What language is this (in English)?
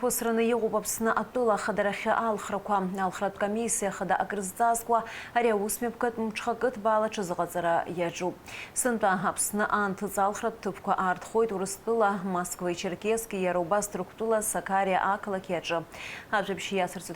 Abkhazian